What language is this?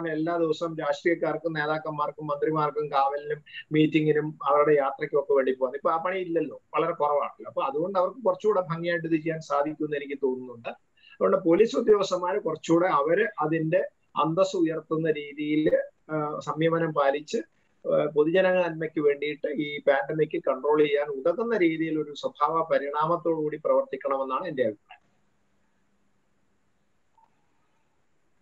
Malayalam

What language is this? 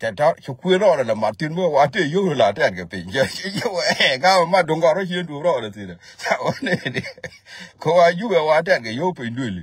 Nuer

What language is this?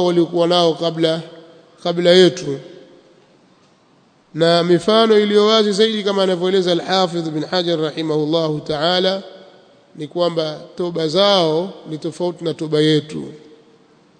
Swahili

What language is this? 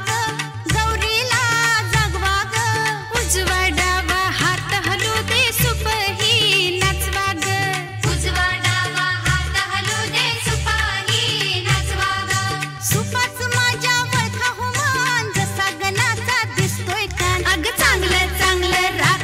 Marathi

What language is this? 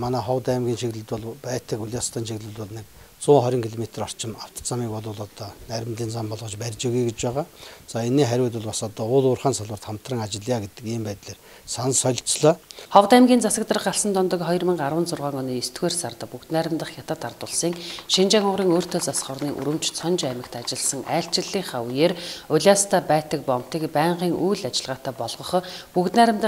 Mongolian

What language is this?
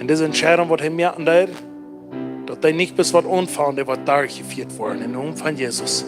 Plautdietsch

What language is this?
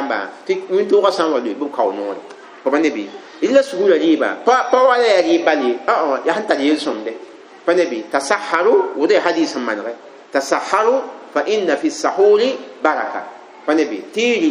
Mossi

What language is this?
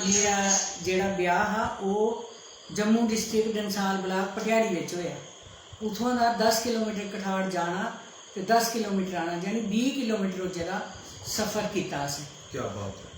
Dogri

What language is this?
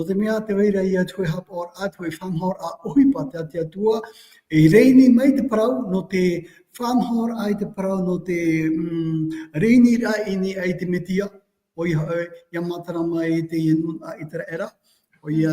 Tahitian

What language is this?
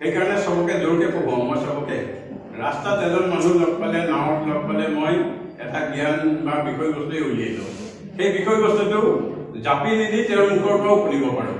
Assamese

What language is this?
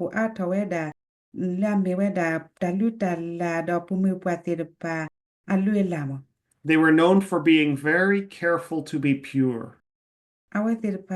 S'gaw Karen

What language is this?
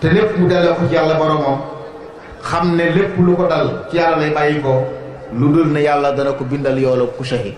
Wolof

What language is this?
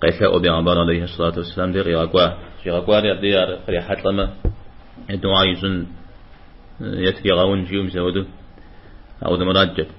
Kabardian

